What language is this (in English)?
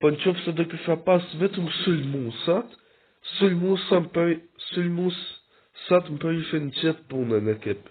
Albanian